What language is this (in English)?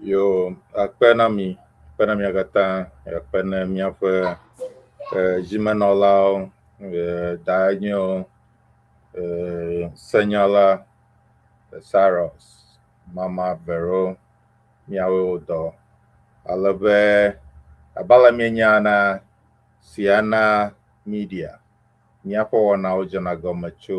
Ewe